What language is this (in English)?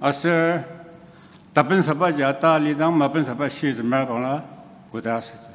Ao Naga